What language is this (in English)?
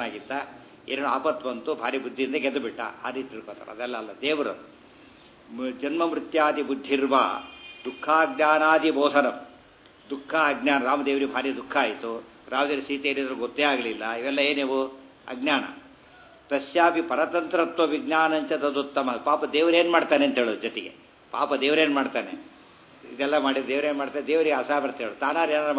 Kannada